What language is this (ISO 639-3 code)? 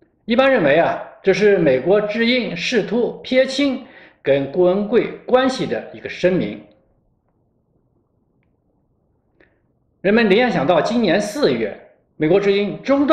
zho